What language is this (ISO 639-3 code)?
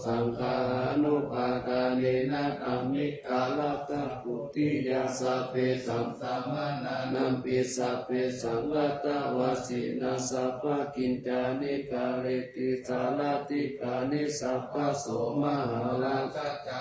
pli